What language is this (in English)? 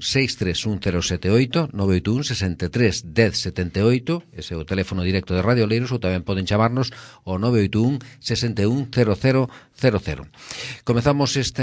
Galician